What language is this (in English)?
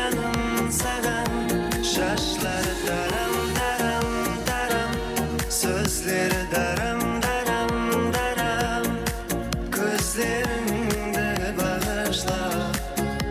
Kara-Kalpak